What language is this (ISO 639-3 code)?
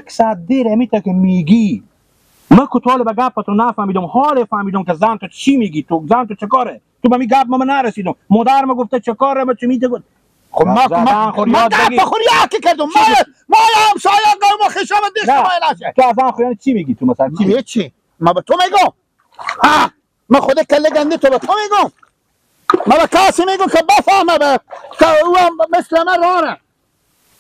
fas